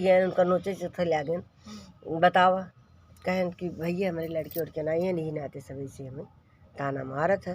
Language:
Awadhi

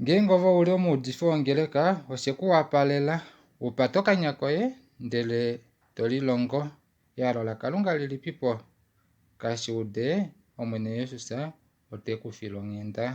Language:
Kuanyama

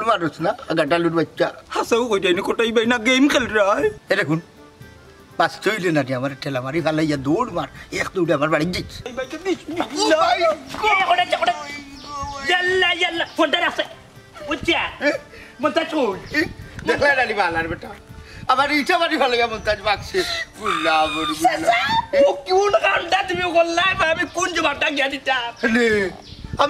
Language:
Sylheti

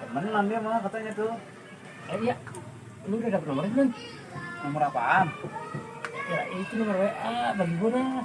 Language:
Betawi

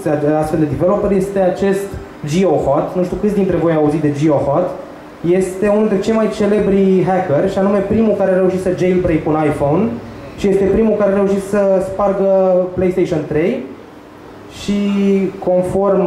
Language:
Romanian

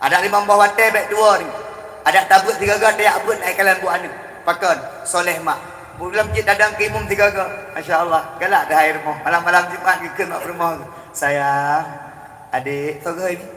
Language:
Achinese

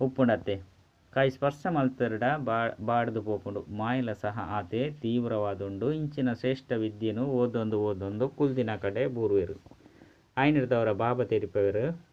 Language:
Tulu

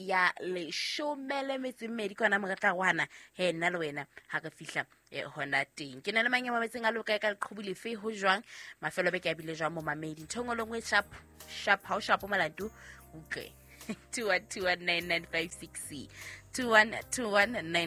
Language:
Southern Sotho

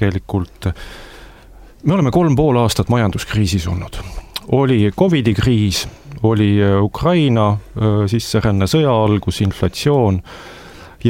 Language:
Estonian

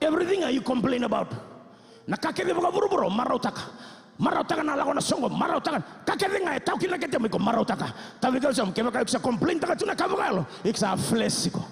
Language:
Fijian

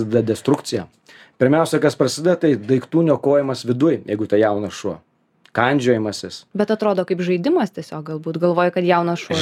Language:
Lithuanian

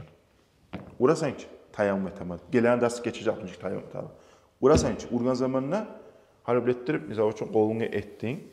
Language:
Kumyk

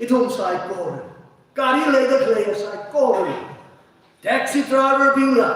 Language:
Tangkhul Naga (India)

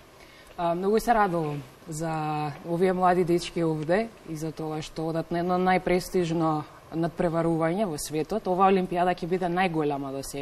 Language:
Macedonian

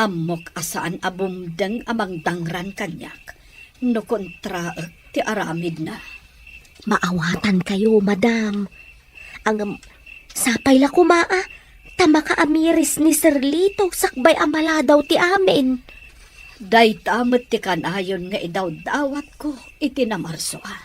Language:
Iloko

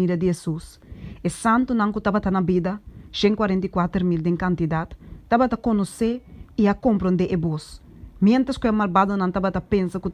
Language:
Papiamento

